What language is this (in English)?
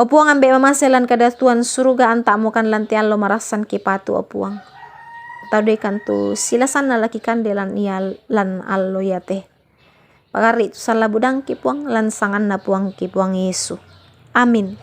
Toraja-Sa'dan